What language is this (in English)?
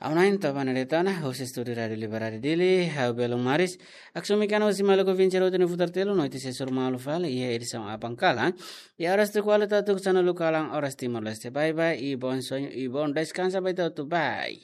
Tetum